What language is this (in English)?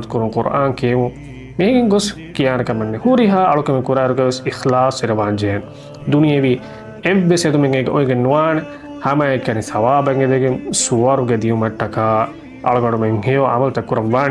Divehi